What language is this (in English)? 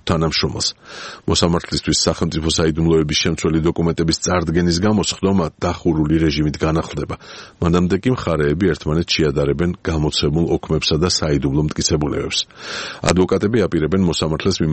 Georgian